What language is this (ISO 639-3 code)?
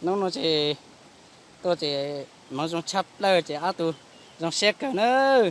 hmn